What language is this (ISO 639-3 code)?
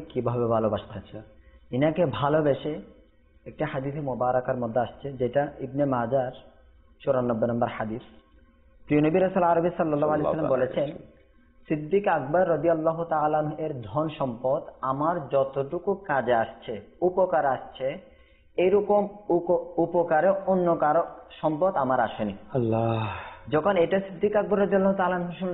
ben